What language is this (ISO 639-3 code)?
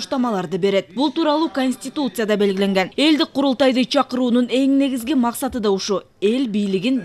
kir